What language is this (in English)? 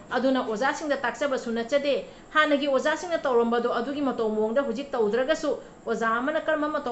Manipuri